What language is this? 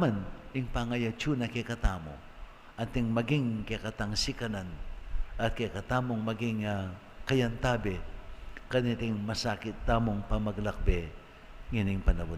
Pampanga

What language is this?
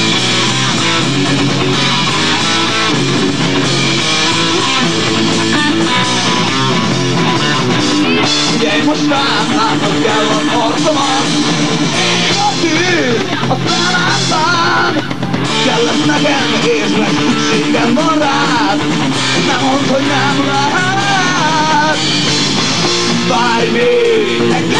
Hungarian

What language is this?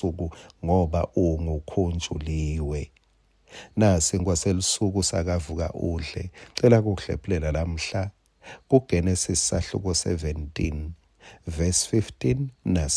Swati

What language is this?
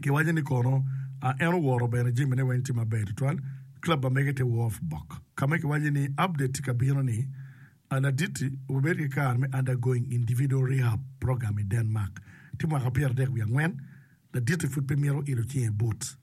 Acoli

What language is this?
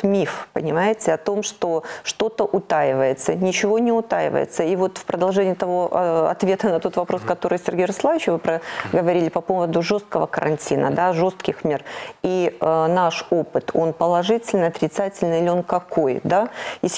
Russian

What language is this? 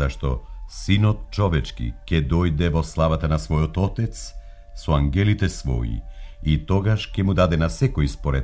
Macedonian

